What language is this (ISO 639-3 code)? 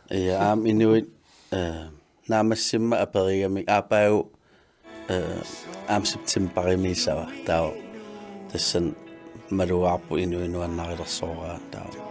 kal